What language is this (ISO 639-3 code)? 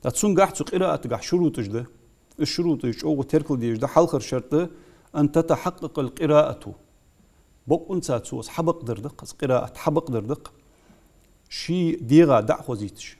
inh